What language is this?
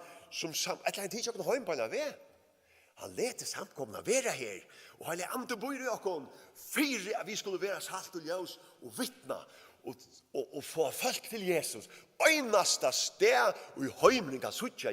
Faroese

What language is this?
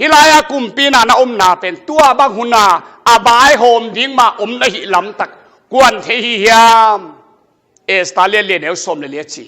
Tedim Chin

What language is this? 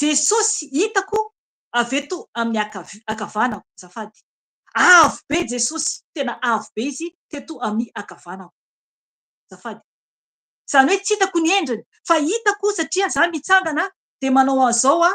Malagasy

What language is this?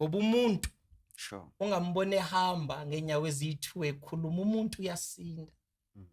Zulu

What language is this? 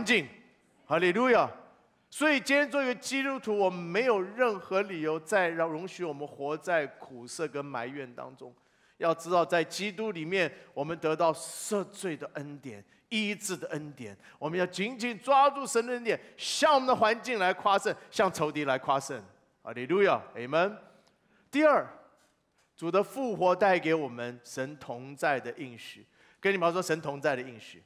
Chinese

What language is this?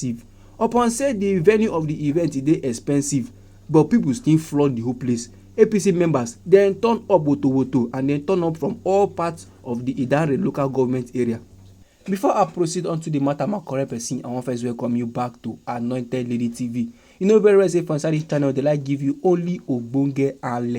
Nigerian Pidgin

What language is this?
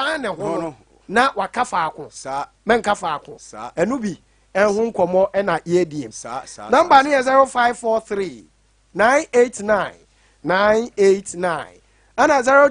Akan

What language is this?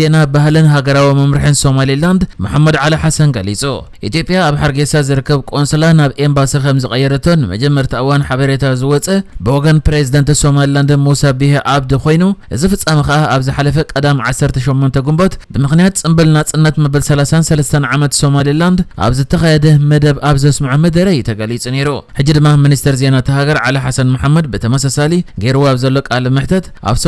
Tigrinya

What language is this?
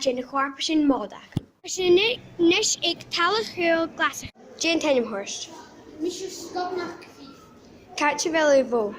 Scottish Gaelic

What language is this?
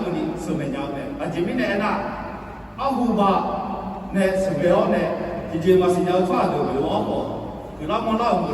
Akha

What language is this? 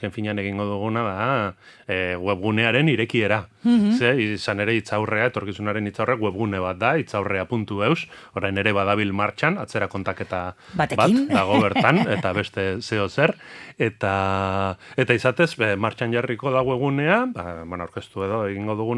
Basque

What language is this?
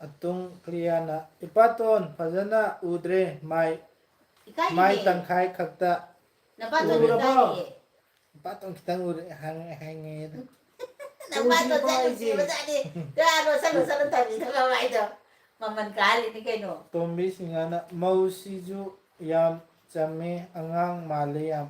Manipuri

